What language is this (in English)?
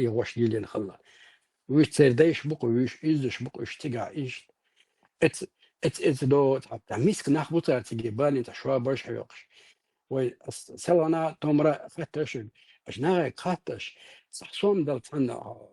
Chechen